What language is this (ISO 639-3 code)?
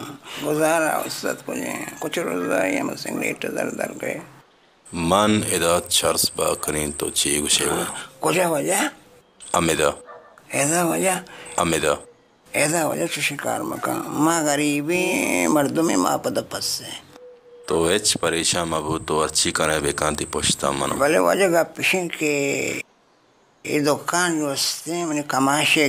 bal